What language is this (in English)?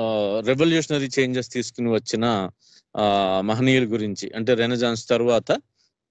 Telugu